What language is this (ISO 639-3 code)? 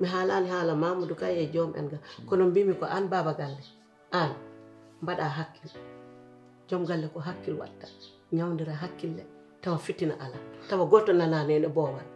ful